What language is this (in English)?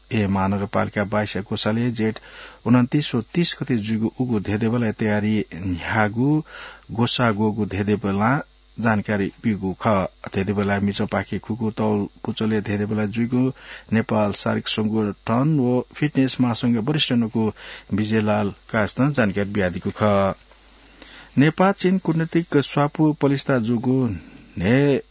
Newari